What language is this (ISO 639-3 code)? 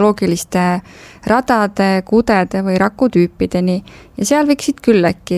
est